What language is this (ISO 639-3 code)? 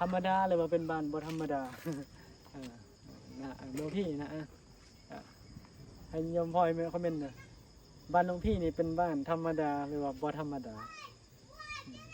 tts